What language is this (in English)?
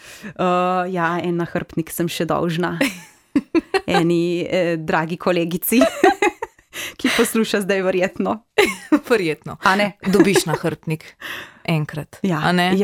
Slovenian